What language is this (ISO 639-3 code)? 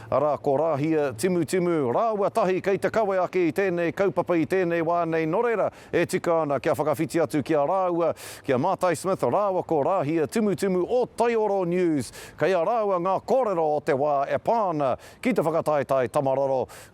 mri